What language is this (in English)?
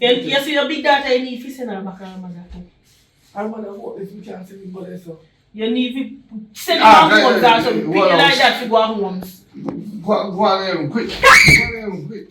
Jamaican Creole English